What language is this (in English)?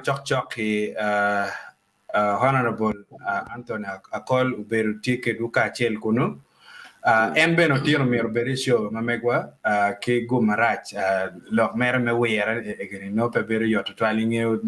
Acoli